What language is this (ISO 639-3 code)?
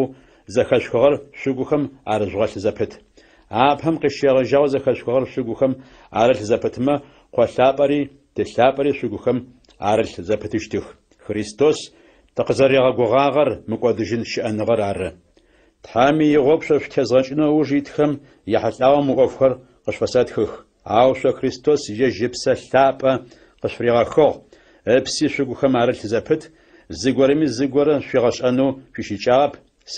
ady